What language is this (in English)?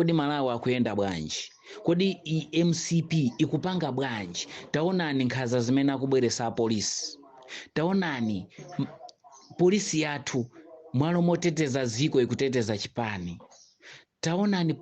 Nyanja